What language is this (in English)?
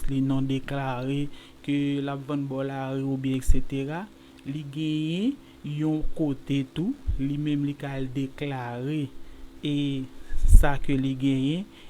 Haitian Creole